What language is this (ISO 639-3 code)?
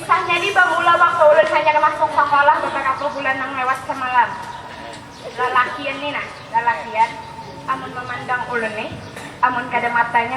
bjn